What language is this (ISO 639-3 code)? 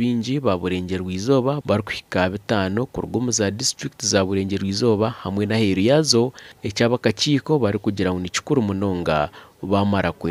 nyn